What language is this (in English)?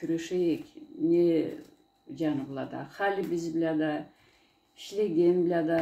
Karachay-Balkar